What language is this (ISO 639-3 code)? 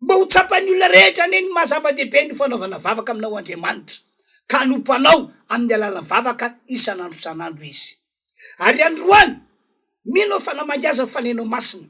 mlg